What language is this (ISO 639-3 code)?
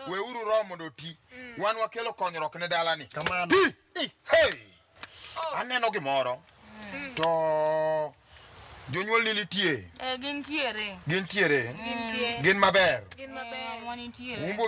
luo